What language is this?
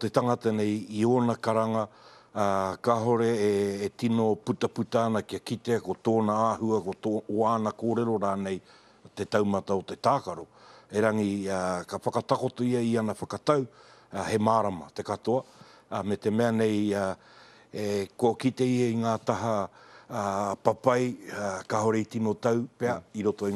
Māori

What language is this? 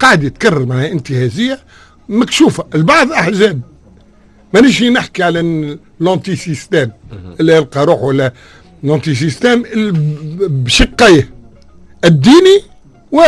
Tunisian Arabic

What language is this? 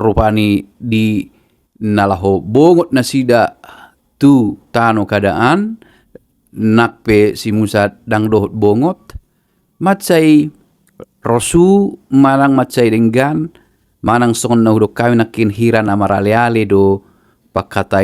Batak Toba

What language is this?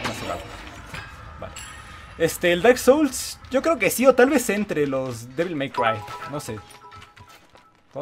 Spanish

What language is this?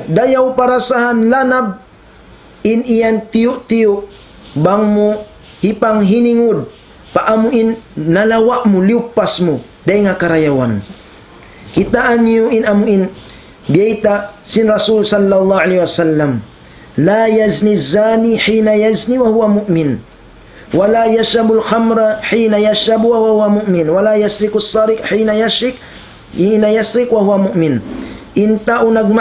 Tausug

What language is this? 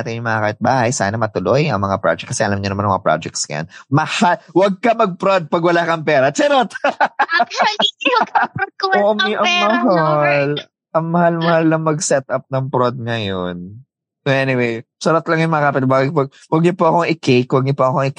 Filipino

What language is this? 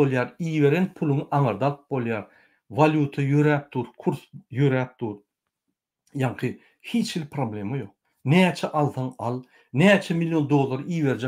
Turkmen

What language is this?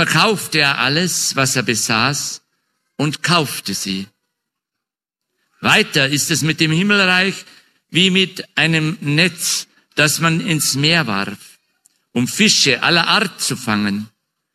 German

